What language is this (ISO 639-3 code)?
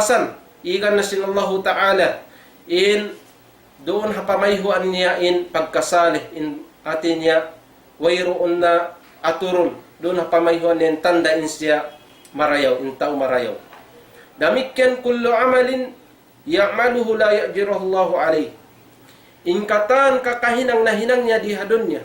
tsg